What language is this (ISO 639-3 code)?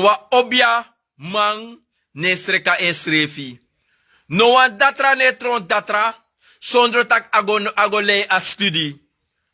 srn